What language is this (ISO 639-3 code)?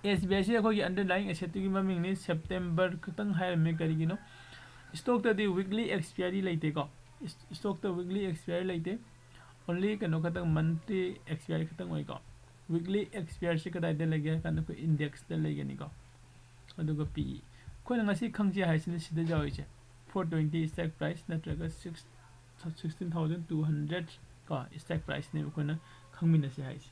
mni